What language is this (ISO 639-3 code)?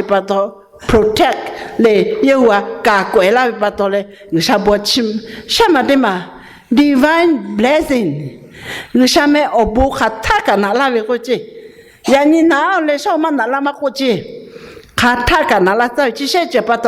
lhu